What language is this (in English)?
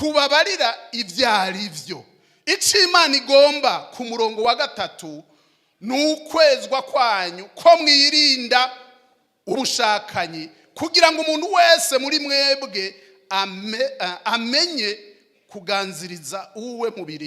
Rundi